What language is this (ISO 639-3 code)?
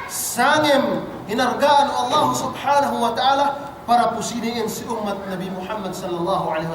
yka